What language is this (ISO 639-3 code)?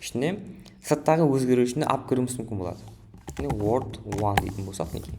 kaa